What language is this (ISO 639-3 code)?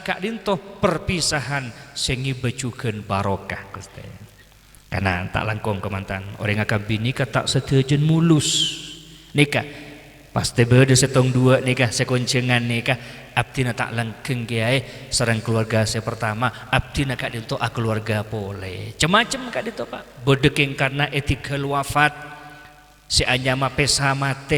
mad